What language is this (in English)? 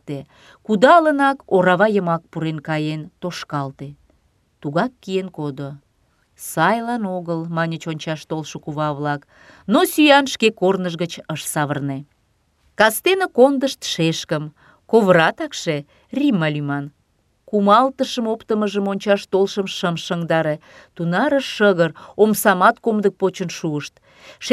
Mari